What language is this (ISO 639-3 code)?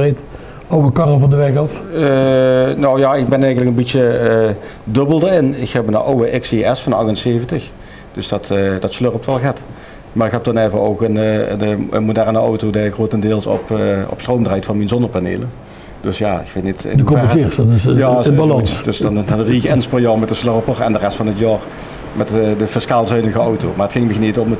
lim